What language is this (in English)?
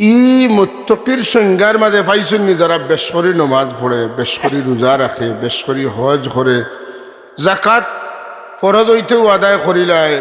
Sylheti